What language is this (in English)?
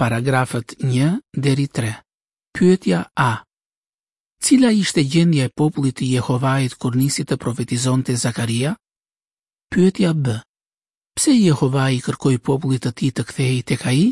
Albanian